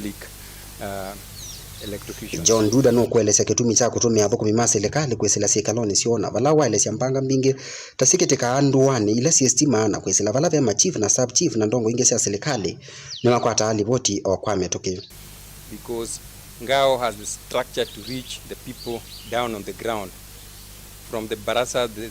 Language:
Kamba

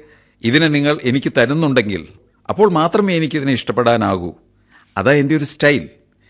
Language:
Malayalam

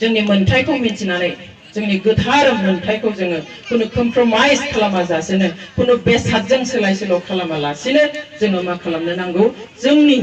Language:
Bodo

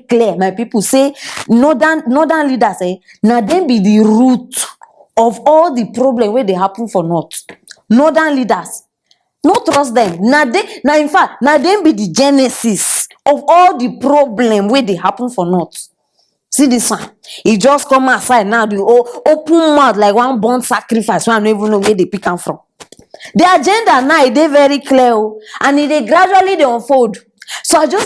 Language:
Nigerian Pidgin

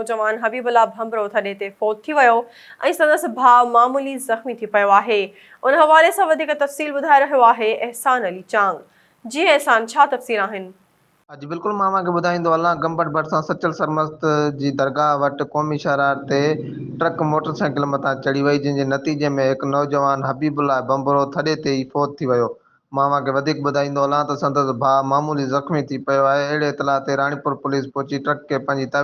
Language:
Sindhi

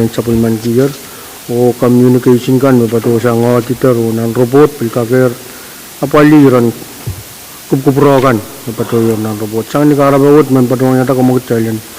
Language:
Pohnpeian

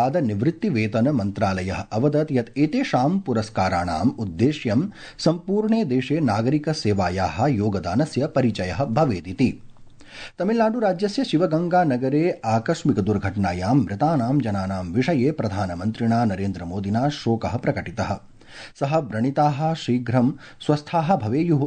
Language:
Sanskrit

